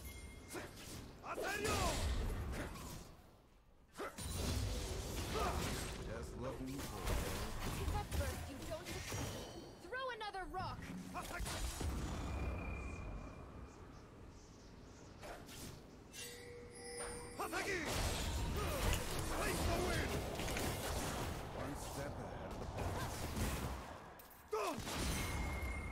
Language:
English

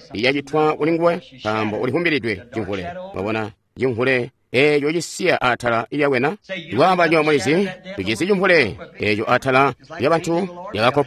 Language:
Tonga (Zambia)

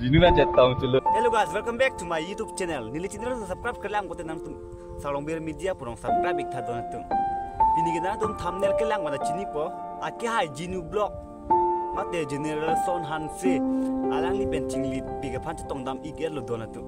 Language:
Karbi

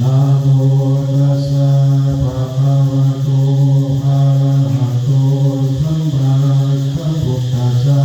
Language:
Pali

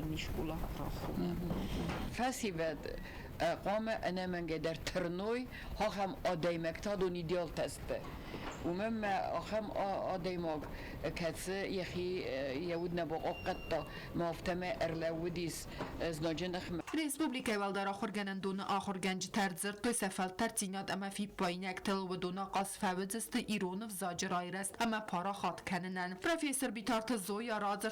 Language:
Ossetic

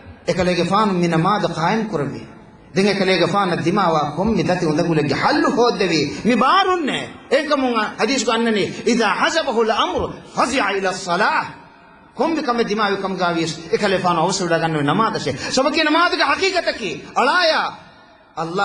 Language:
Divehi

